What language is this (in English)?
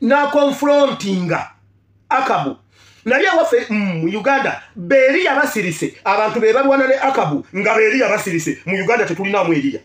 Ganda